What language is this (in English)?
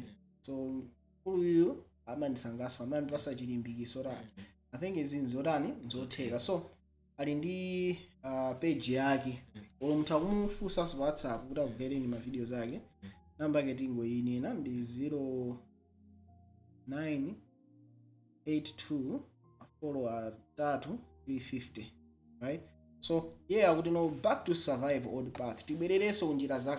Nyanja